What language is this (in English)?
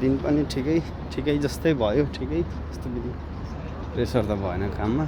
Nepali